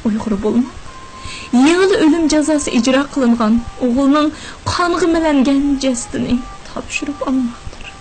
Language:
Uyghur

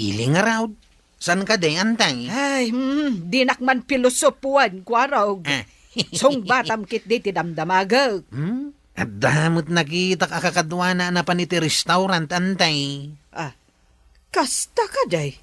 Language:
Iloko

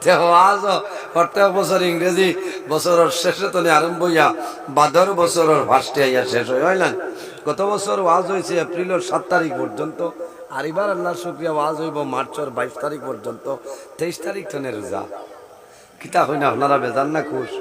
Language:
Sylheti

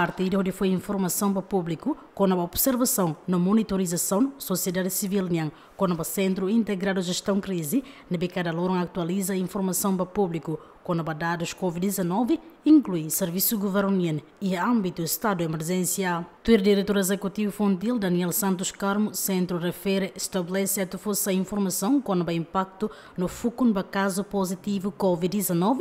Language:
Tetum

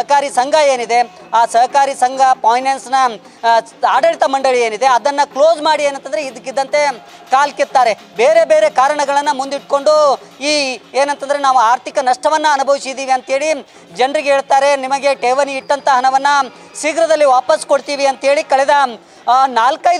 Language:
Kannada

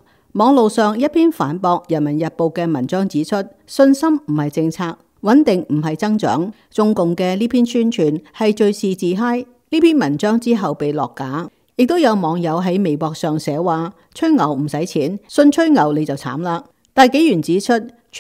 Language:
Cantonese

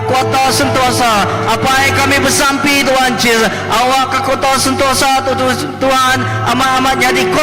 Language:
Iban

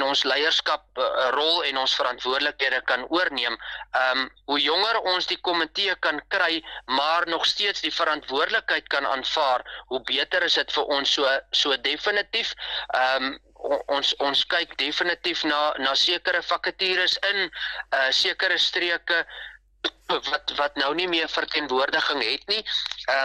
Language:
Afrikaans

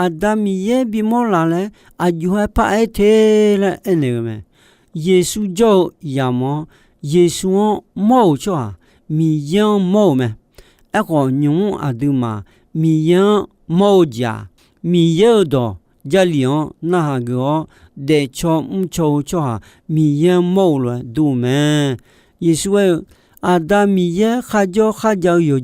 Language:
Akha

